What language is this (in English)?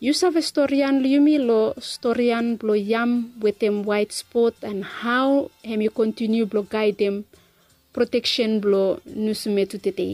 Bislama